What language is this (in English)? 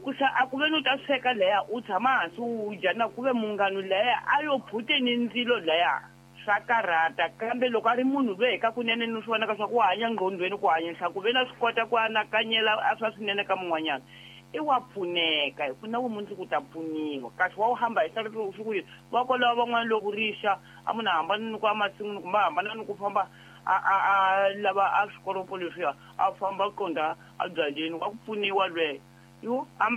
Tsonga